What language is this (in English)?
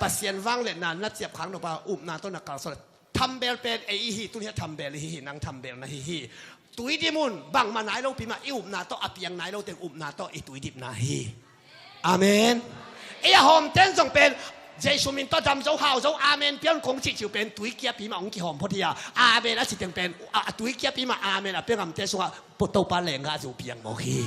Tedim Chin